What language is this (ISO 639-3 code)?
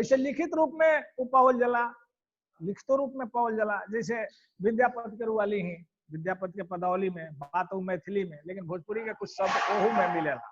bho